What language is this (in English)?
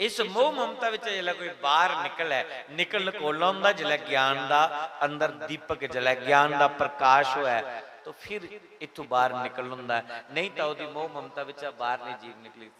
Dogri